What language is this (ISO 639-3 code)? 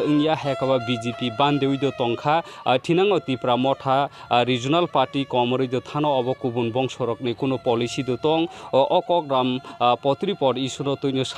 trp